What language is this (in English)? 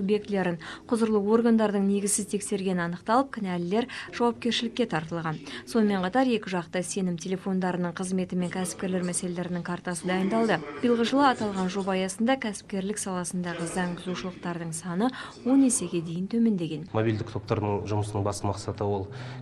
Kazakh